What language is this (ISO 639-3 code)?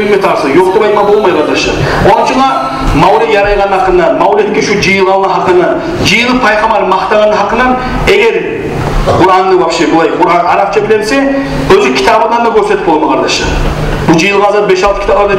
kum